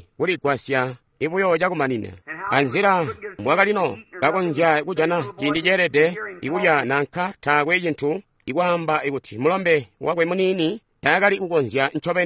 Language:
Tonga (Zambia)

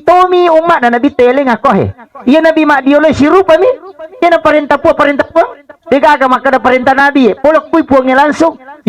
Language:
Buginese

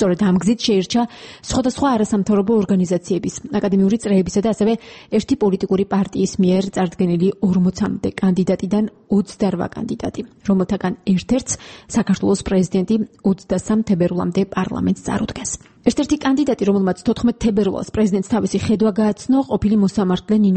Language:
Georgian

